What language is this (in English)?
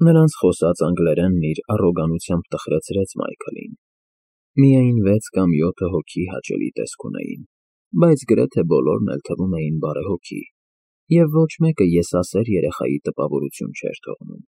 Armenian